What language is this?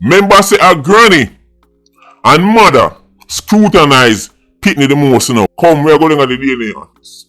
Jamaican Creole English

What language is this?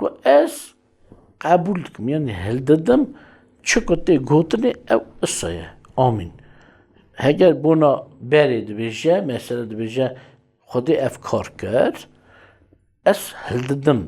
Kurdish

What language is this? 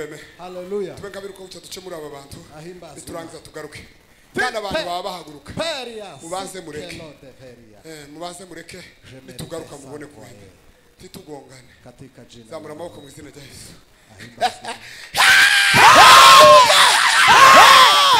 Kinyarwanda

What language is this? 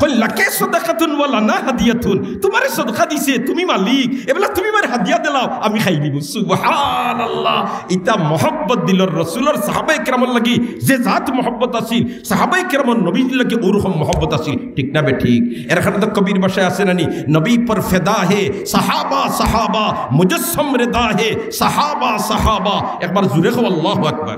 Sylheti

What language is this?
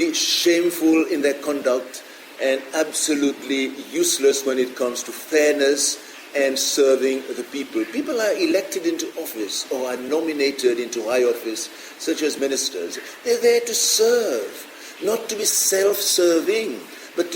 Seselwa Creole French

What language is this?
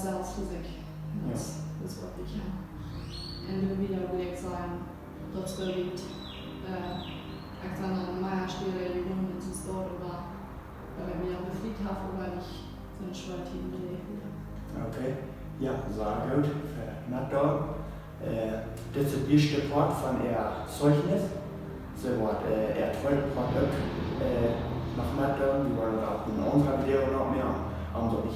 Plautdietsch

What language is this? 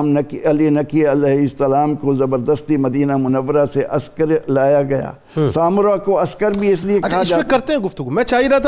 Urdu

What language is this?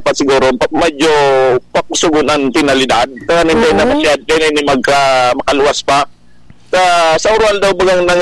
Bikol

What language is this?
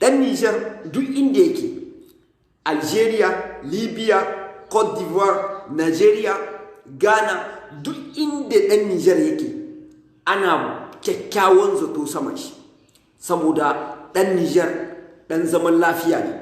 Hausa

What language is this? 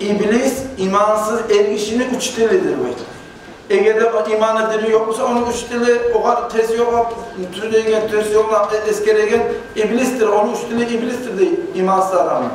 Kumyk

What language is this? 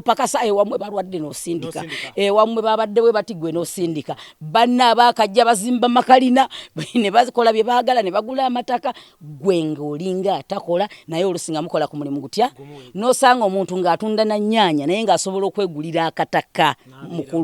Ganda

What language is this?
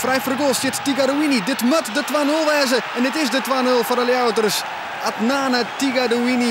Western Frisian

